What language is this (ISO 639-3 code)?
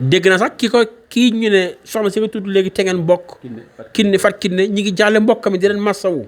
wol